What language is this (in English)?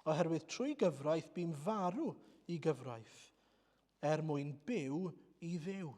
Welsh